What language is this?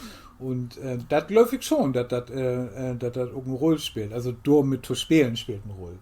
Low German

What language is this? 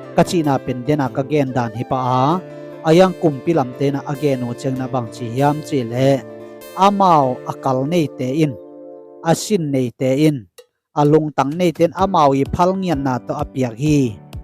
Tedim Chin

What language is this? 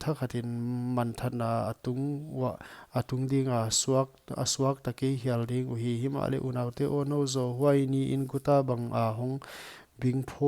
Paite Chin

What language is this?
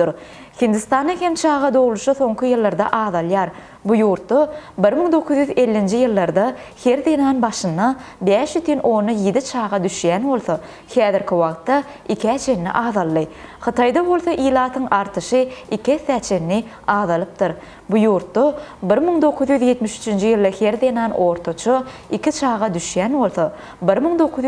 Turkmen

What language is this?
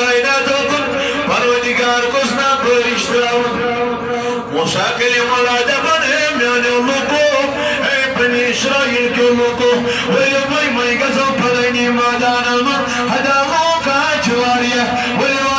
Kashmiri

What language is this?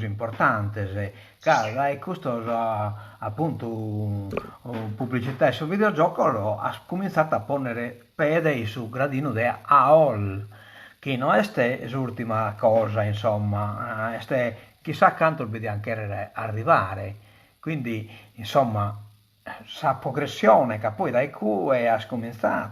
Sardinian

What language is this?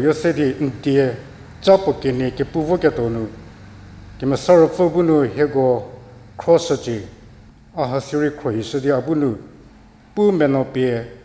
Angami Naga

